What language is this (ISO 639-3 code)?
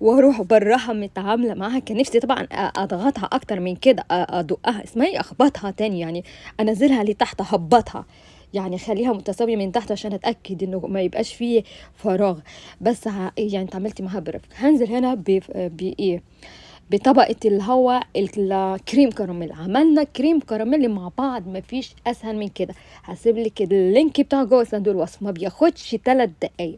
arz